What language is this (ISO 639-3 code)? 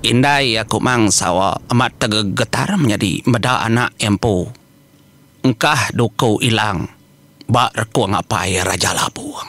iba